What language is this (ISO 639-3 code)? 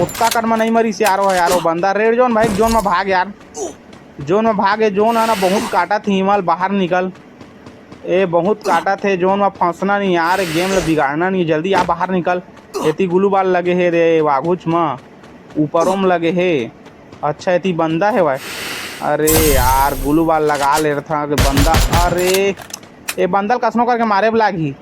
hne